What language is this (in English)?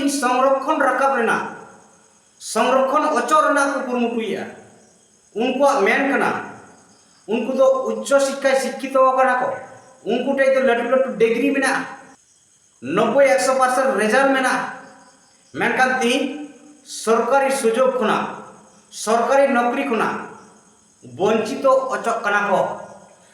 Santali